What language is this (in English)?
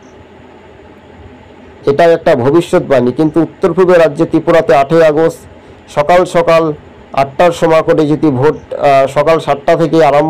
Bangla